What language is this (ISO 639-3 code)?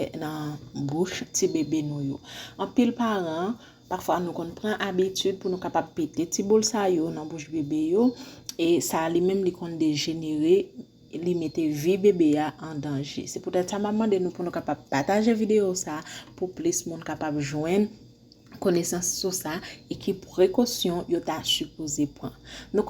hat